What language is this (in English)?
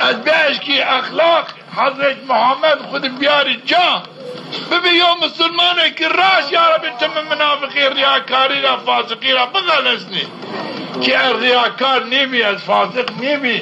Zaza